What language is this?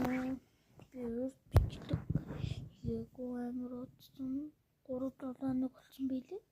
Mongolian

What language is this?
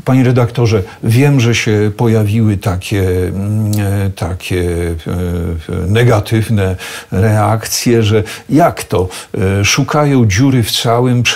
Polish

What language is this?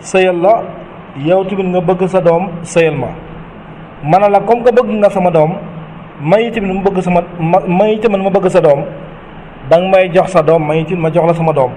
Wolof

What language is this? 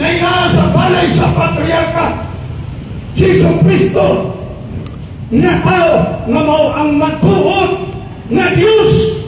Cebuano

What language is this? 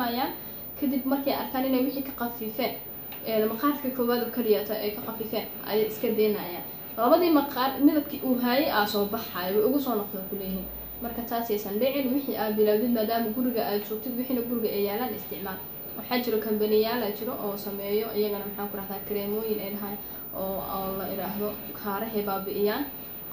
Somali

